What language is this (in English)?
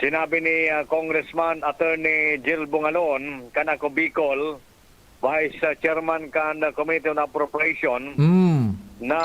Bikol